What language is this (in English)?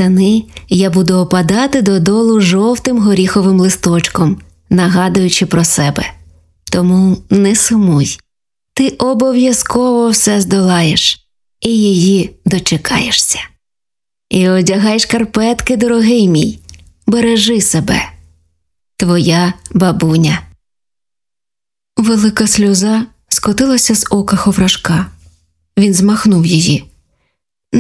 Ukrainian